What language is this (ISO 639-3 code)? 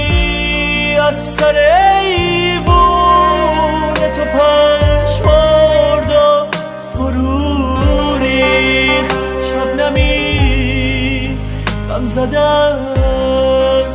fas